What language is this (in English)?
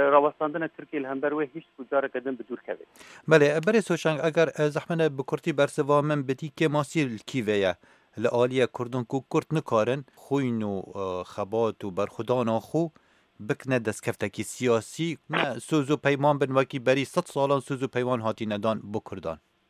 Kurdish